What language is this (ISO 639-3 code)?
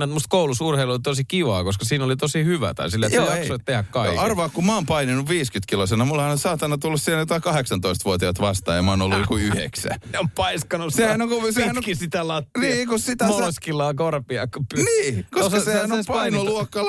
fin